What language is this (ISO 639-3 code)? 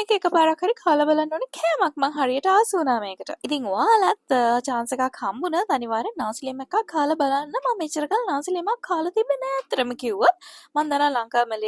sin